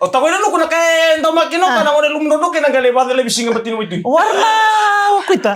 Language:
Fijian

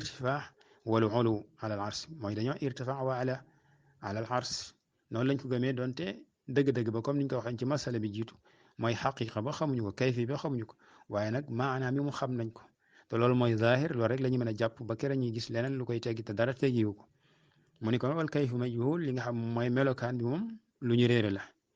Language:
Wolof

